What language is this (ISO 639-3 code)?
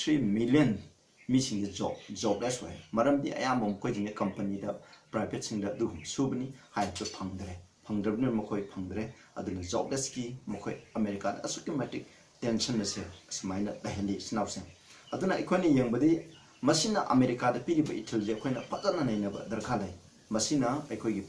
mni